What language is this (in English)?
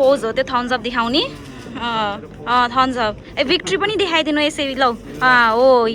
Nepali